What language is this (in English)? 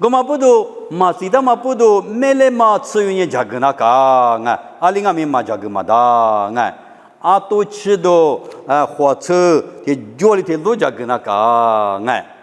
Lisu